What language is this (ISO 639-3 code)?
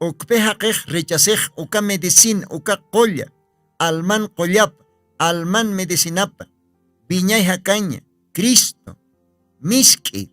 aym